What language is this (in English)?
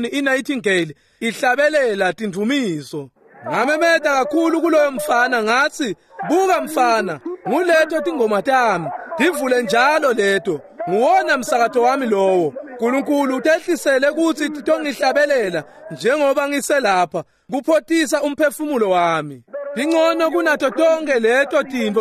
Swati